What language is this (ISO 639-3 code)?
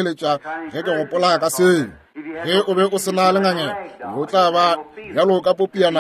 nso